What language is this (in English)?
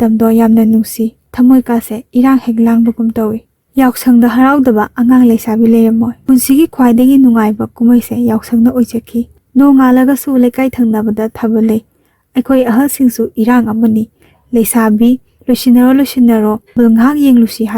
Manipuri